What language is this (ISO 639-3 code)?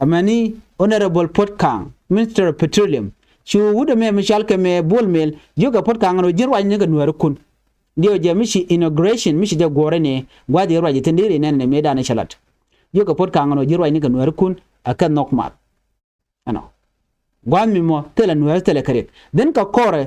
nus